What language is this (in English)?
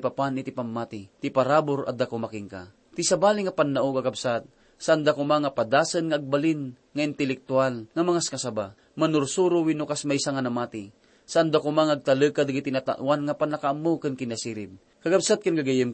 Iloko